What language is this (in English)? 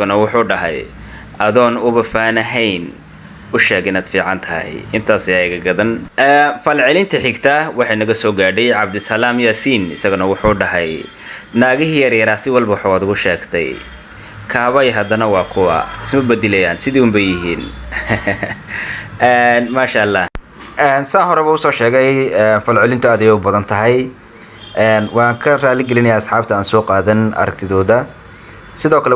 Somali